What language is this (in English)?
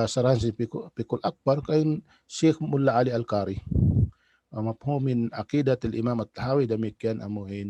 Tausug